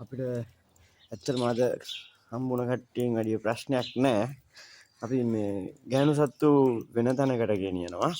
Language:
Sinhala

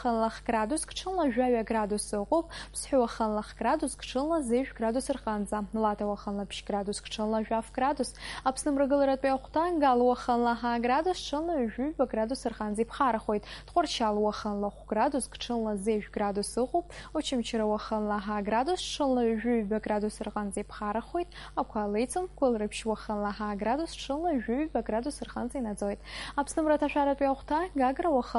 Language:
Abkhazian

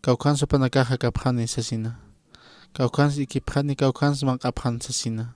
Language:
Aymara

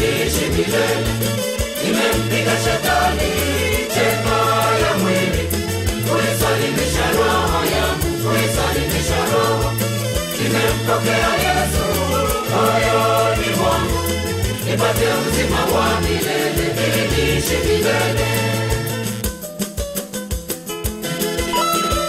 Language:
Swahili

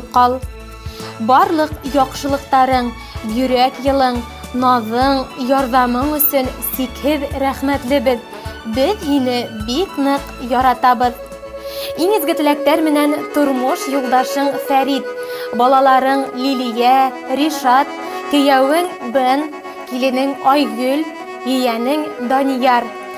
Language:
Bashkir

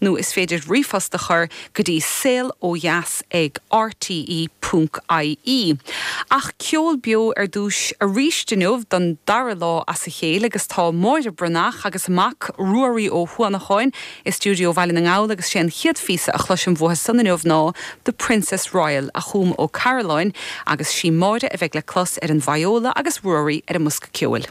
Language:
Irish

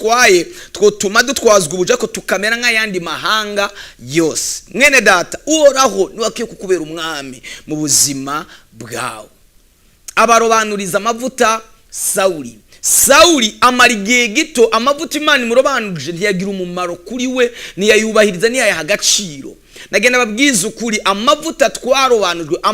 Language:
Rundi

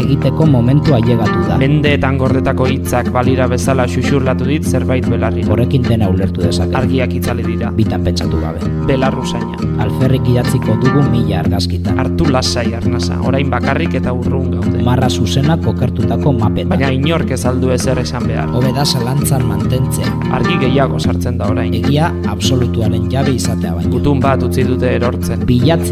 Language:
Basque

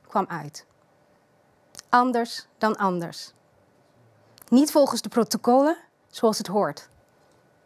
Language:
Dutch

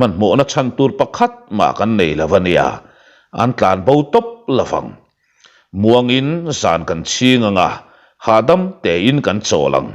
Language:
Mizo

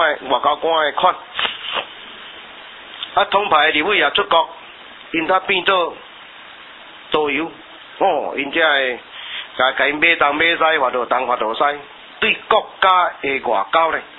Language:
Min Nan Chinese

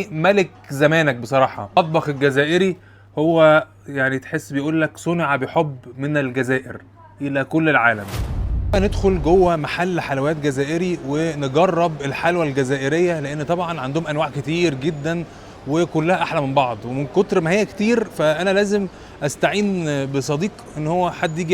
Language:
Egyptian Arabic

